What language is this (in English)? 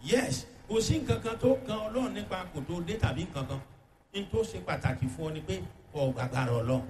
Yoruba